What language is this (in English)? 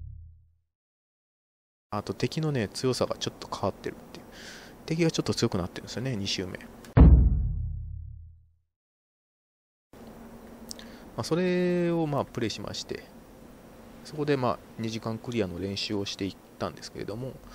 Japanese